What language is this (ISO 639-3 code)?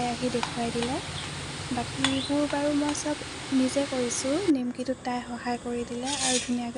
asm